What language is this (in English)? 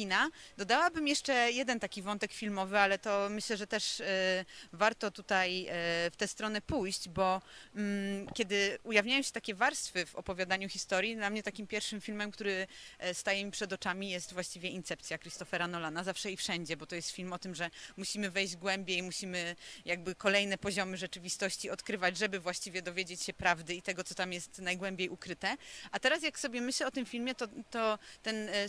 Polish